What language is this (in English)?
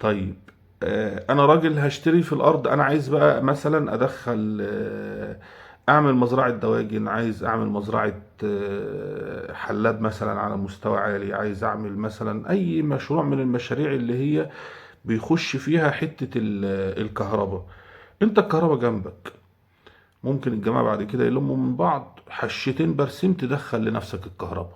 Egyptian Arabic